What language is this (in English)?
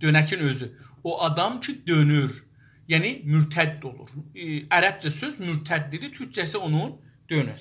South Azerbaijani